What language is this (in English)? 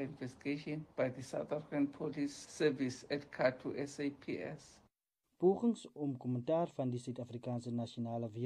Afrikaans